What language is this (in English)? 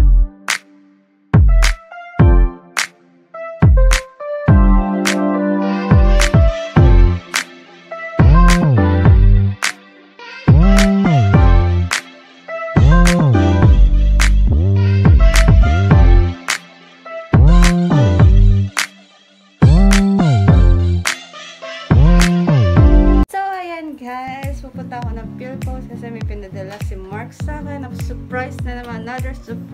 Filipino